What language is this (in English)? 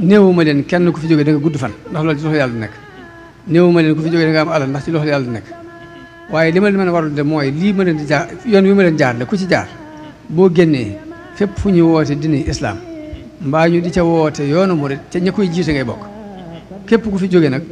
Wolof